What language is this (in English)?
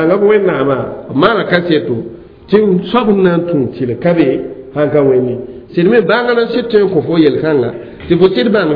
Mossi